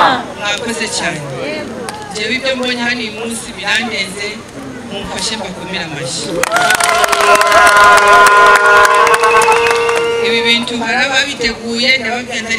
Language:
Kinyarwanda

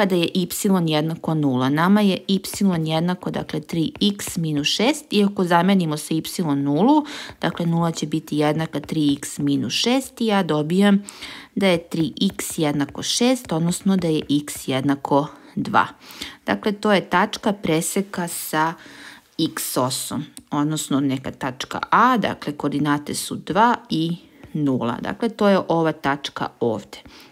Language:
Serbian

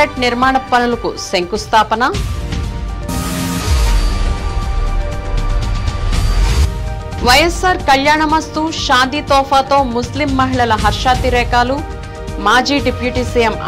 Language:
Telugu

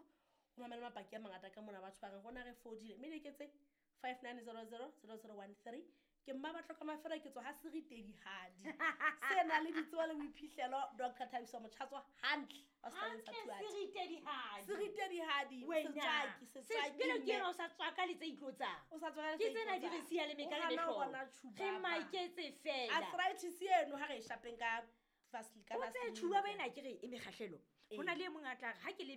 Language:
Southern Sotho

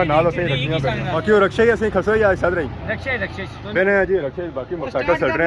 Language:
Pahari-Potwari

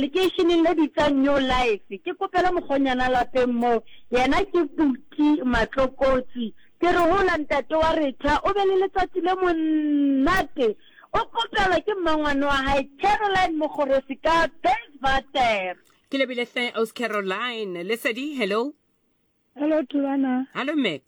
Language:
Southern Sotho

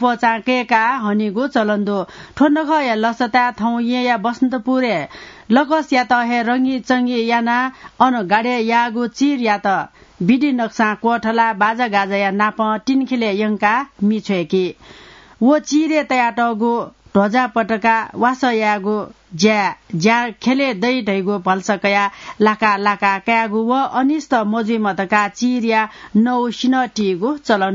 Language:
Newari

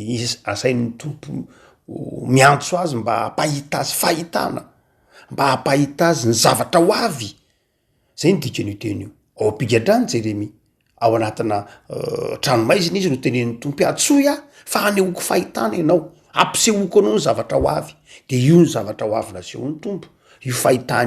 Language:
Malagasy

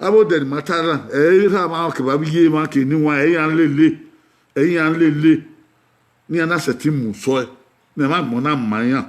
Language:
Bini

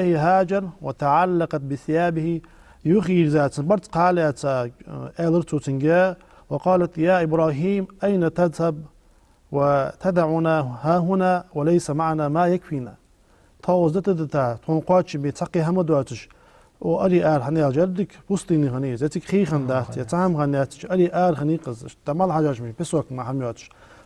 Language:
Ingush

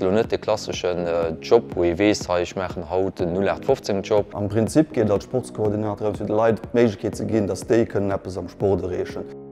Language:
Luxembourgish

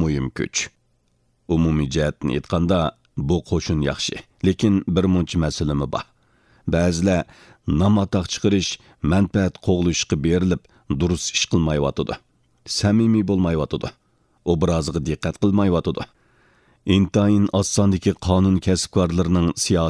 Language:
Uyghur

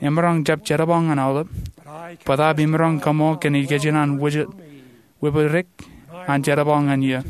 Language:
Marshallese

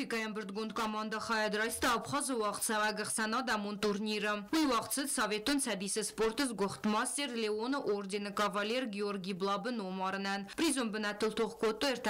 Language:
Ossetic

